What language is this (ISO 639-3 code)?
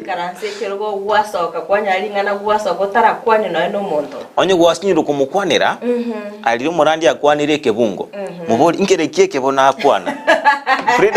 guz